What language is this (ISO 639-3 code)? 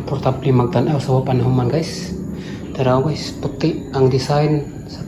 ceb